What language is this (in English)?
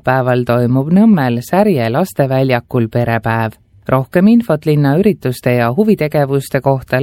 Estonian